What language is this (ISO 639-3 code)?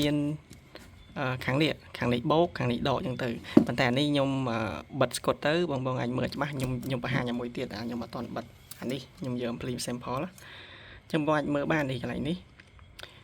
khm